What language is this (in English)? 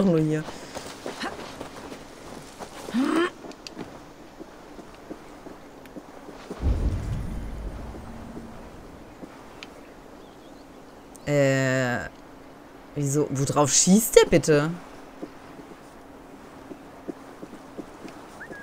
German